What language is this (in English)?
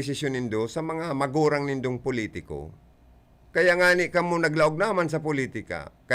Bikol